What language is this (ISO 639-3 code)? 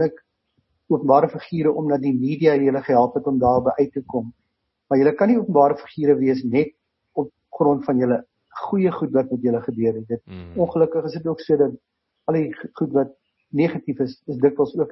afr